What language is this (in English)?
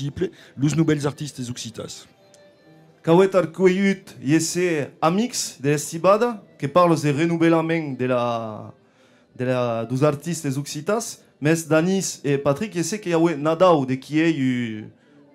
Occitan